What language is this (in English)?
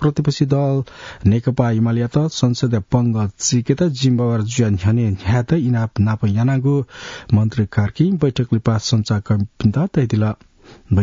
Newari